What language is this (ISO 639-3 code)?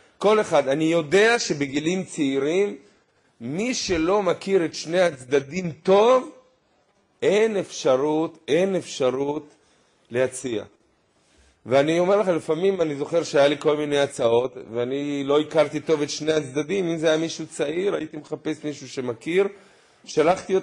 heb